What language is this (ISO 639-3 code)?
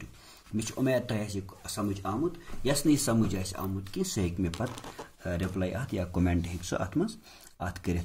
kas